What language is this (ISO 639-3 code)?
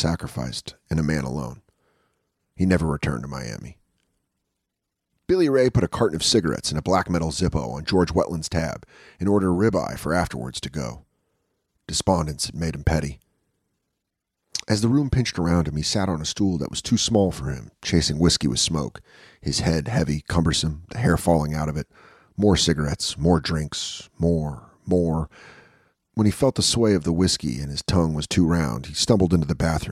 eng